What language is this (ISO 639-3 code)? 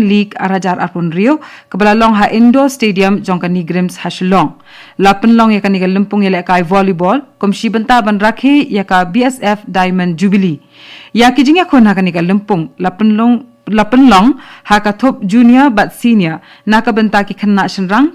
kha